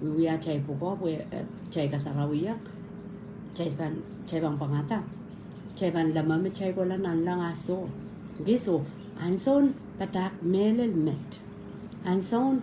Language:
Pohnpeian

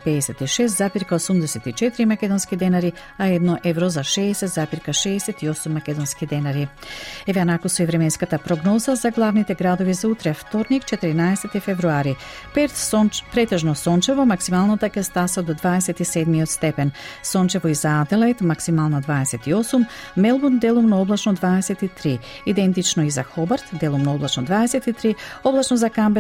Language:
Macedonian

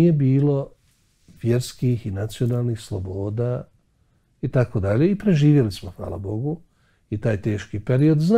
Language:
Bosnian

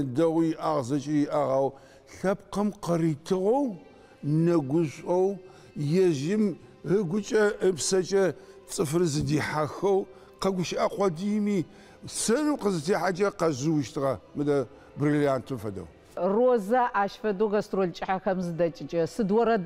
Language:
Adyghe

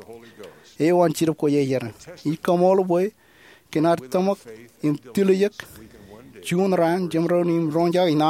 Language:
Marshallese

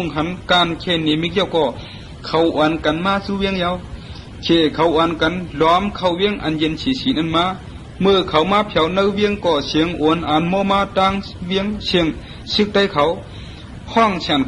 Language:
Shan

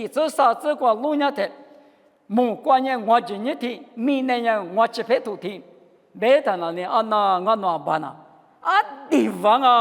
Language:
Lisu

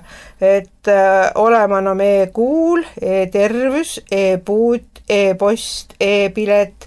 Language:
Estonian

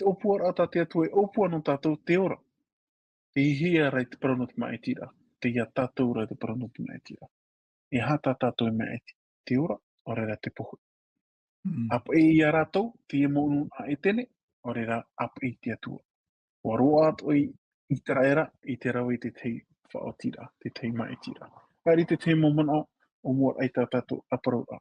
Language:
Tahitian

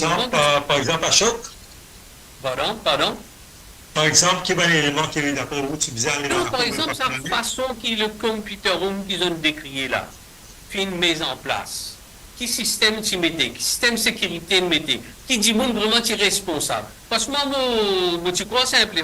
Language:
Morisyen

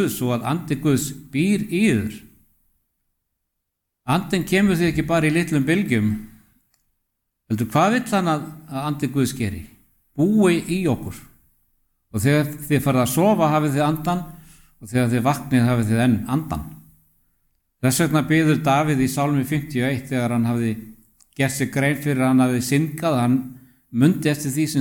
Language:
Icelandic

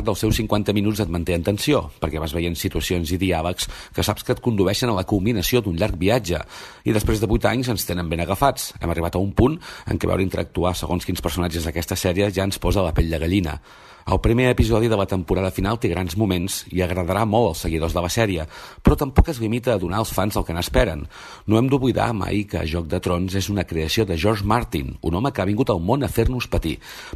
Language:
Catalan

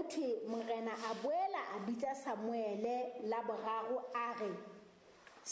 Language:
Southern Sotho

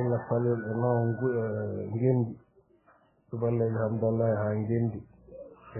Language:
Fula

